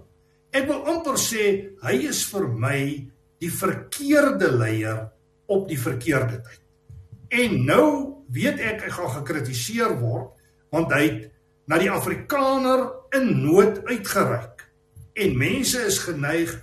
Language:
Afrikaans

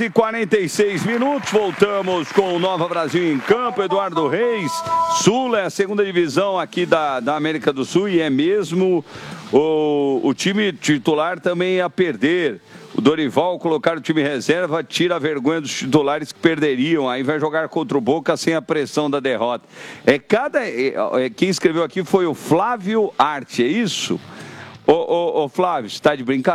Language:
Portuguese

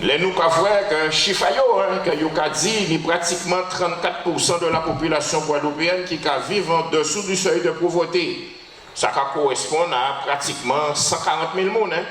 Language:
Guadeloupean Creole French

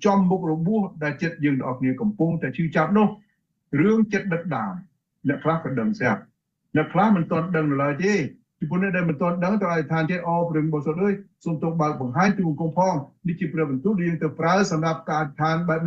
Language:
Khmer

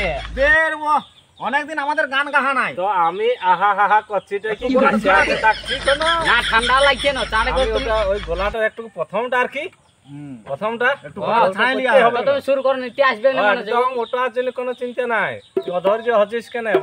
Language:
Bangla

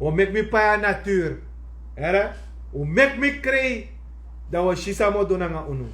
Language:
Sranan Tongo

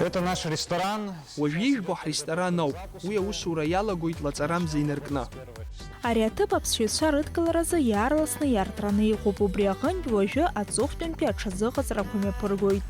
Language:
Abkhazian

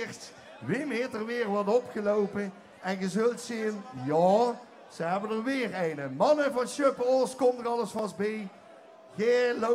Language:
Limburgish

